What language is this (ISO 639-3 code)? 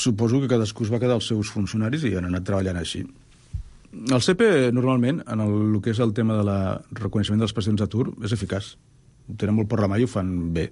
cat